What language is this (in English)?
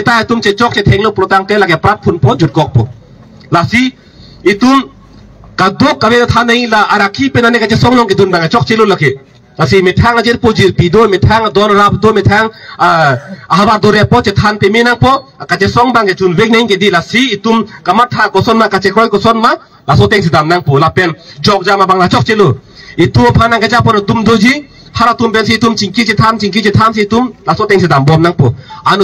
Karbi